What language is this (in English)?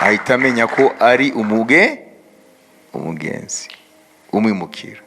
Kinyarwanda